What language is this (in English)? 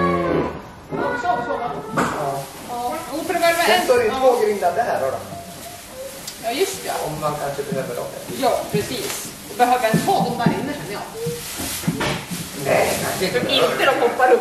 Swedish